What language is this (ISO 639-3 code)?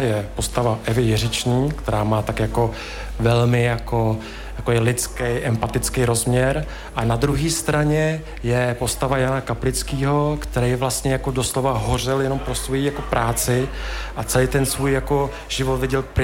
ces